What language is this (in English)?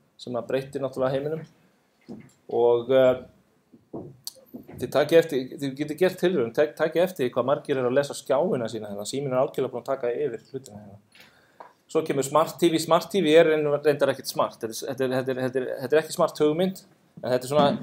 Icelandic